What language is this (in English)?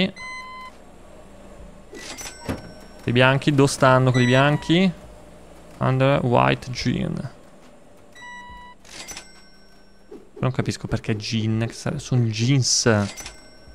Italian